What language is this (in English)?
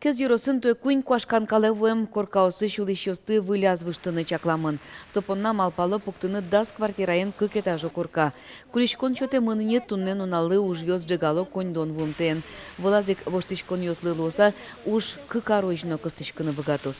Udmurt